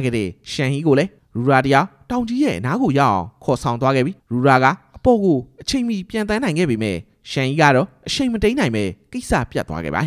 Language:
Burmese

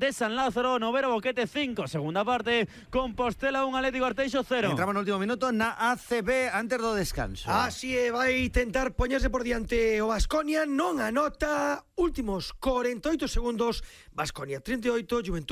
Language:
Galician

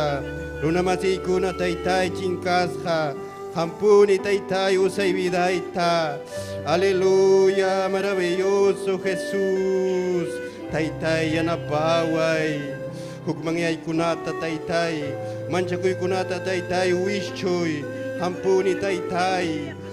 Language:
Ayacucho Quechua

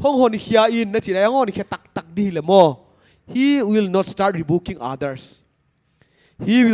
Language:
Paite Chin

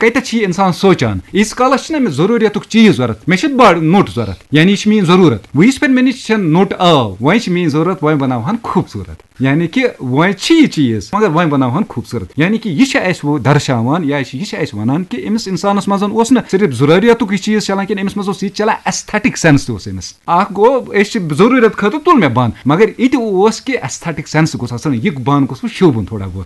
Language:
Kashmiri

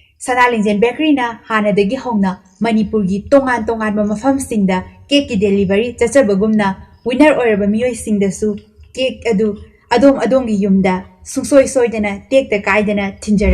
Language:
Manipuri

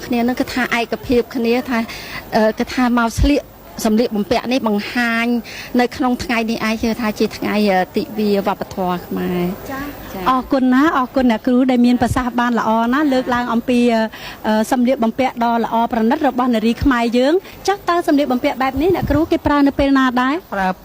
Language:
Khmer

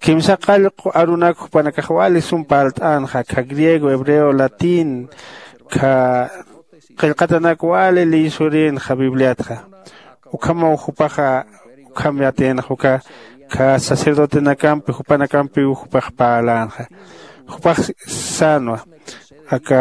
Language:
Aymara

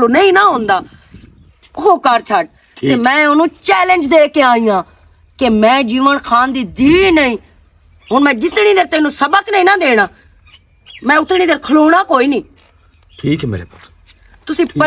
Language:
Western Panjabi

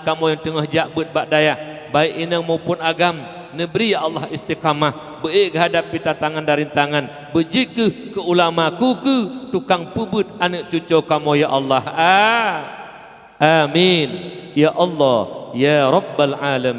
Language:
Achinese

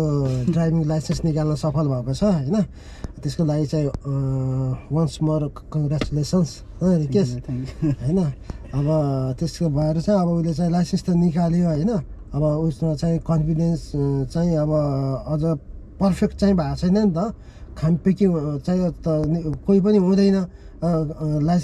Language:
Nepali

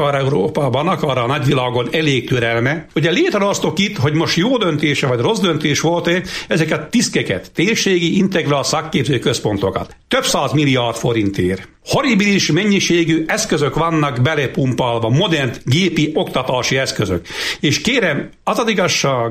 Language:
Hungarian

